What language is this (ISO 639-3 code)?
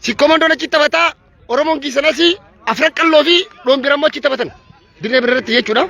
orm